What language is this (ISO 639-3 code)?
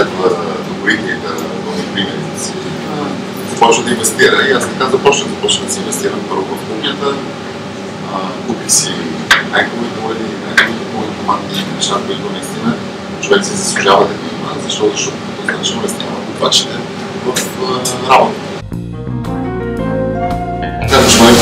bul